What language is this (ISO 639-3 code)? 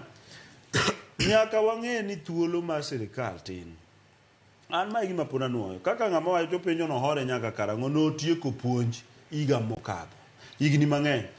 luo